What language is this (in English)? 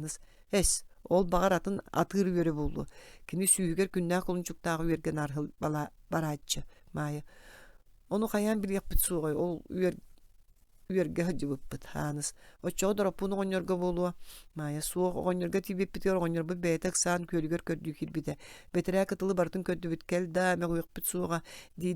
Yakut